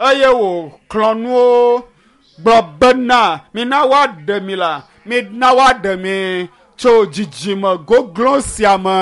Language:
Ewe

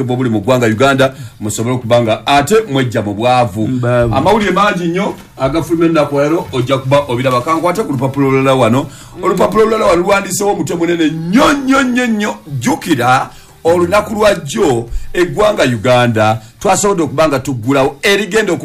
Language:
Ganda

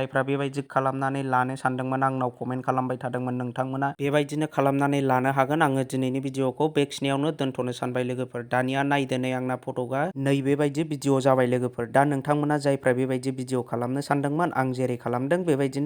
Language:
Bodo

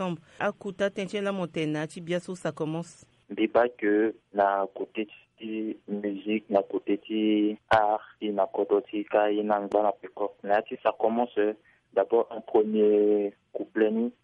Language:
Sango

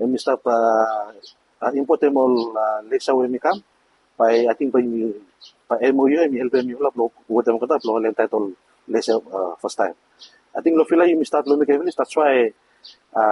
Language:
Bislama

